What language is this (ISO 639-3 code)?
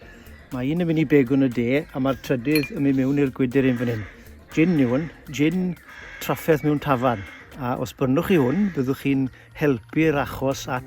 cym